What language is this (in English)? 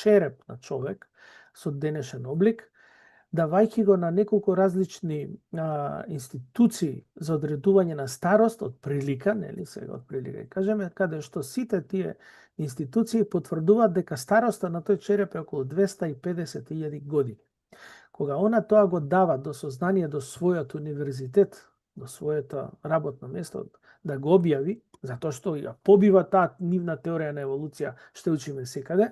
Macedonian